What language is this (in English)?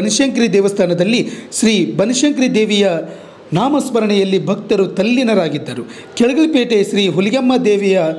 Kannada